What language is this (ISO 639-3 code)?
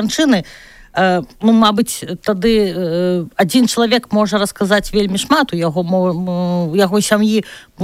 bel